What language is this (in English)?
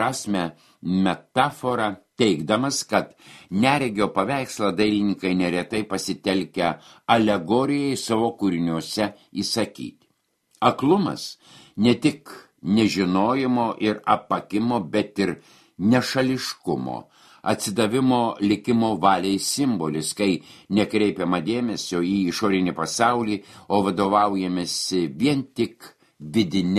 Lithuanian